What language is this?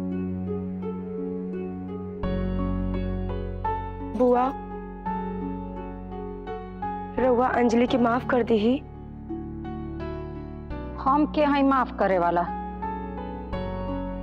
Bhojpuri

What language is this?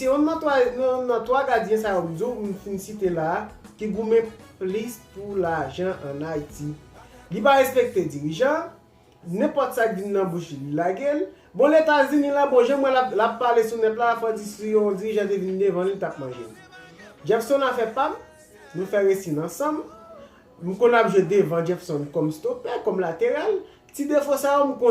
Haitian Creole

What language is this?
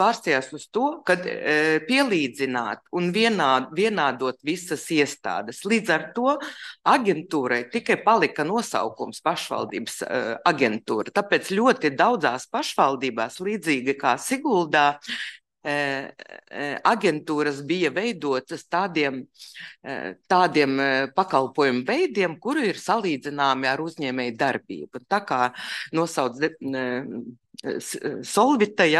Latvian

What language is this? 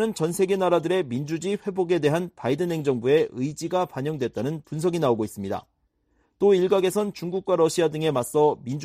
Korean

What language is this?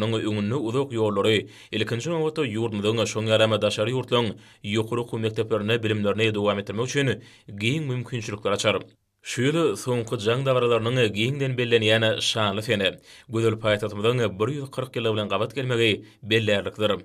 Turkmen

